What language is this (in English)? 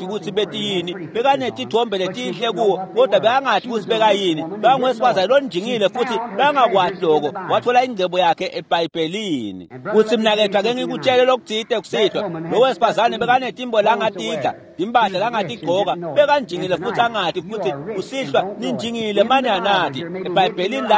Swati